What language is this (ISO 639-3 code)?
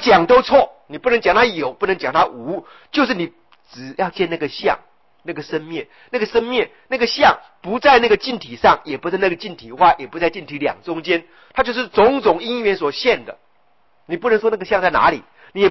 zho